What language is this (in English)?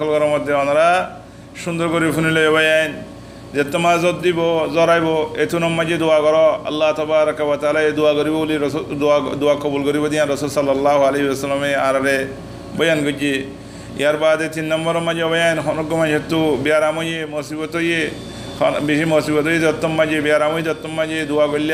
Rohingya